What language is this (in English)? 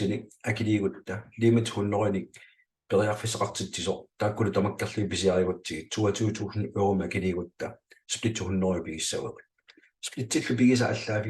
Kalaallisut